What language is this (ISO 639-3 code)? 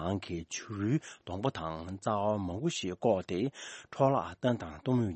bod